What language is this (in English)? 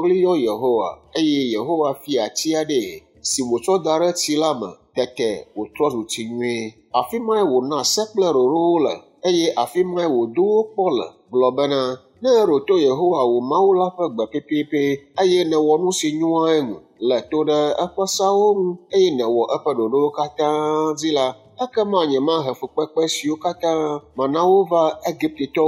Ewe